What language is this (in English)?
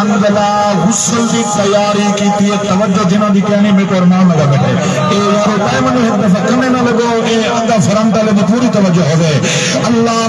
Saraiki